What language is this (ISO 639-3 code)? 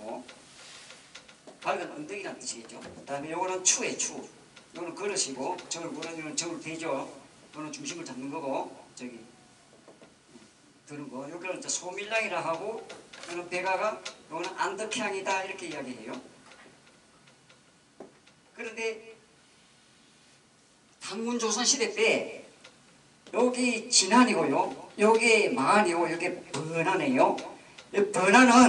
kor